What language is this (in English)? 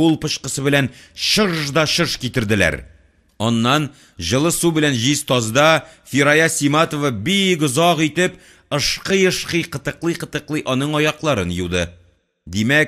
Tatar